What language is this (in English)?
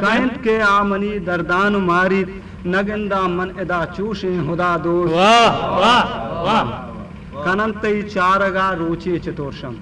Eastern Balochi